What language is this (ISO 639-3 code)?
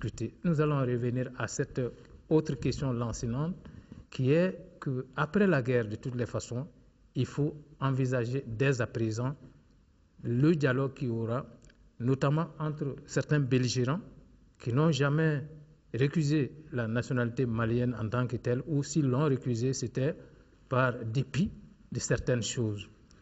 fra